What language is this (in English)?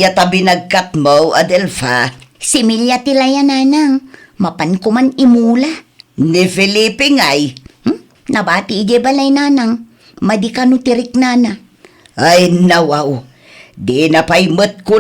Iloko